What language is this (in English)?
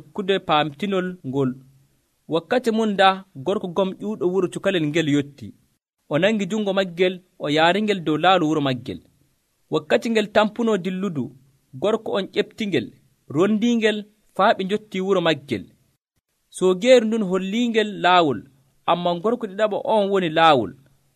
Nigerian Fulfulde